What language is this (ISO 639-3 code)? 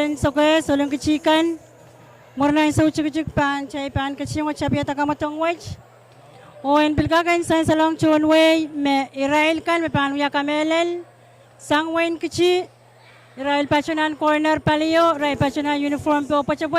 pon